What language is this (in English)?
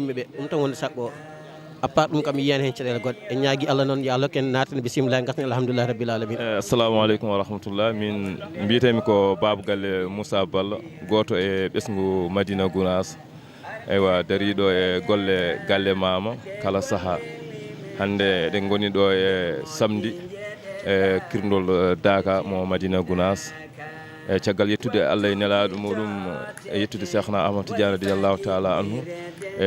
Fula